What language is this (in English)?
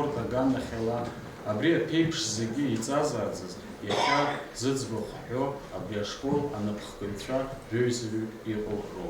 Abkhazian